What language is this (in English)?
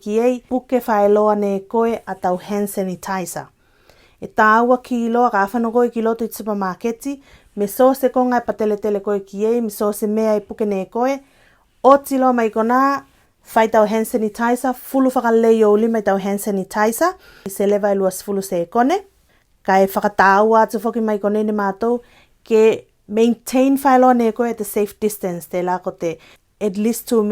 Tuvalu